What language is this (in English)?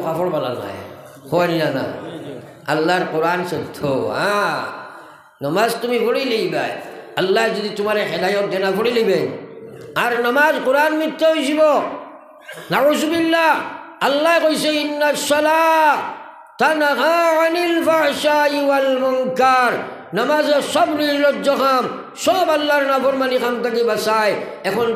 Sylheti